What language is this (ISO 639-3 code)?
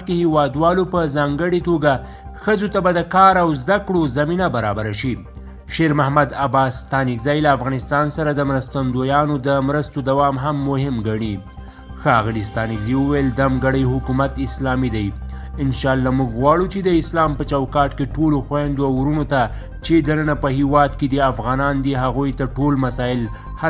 pus